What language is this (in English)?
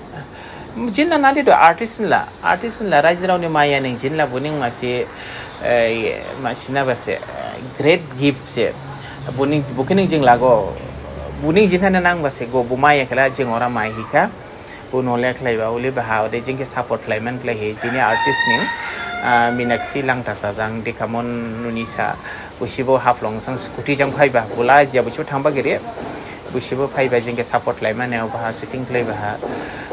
Dimasa